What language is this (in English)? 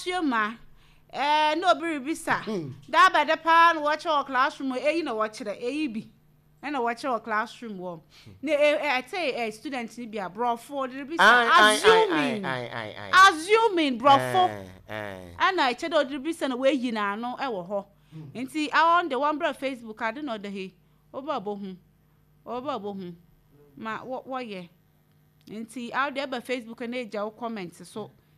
Akan